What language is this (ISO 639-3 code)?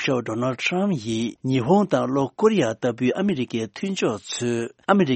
bod